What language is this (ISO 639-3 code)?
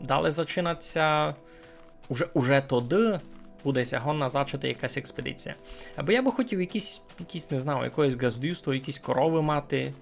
rue